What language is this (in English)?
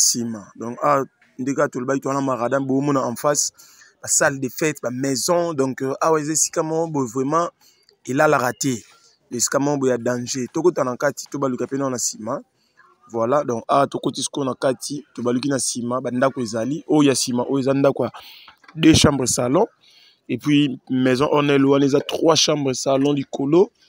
Lingala